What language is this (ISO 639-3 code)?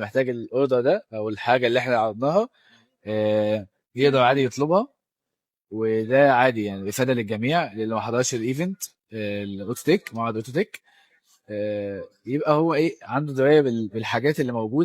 arz